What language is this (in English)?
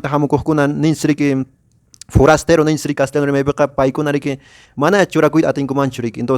Quechua